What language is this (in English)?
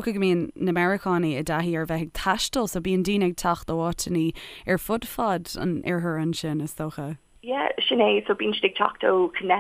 Irish